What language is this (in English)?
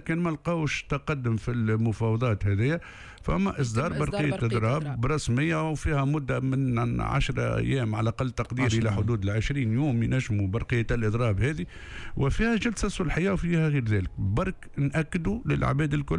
Tunisian Arabic